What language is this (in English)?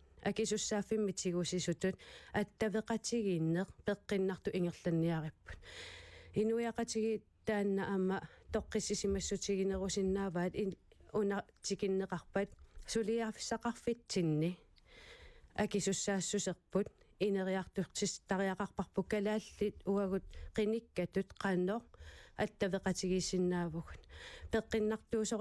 Kalaallisut